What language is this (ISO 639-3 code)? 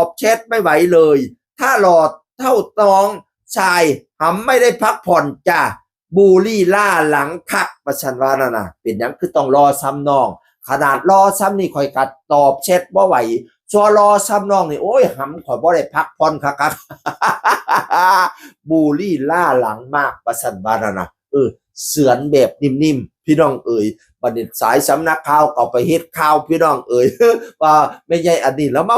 tts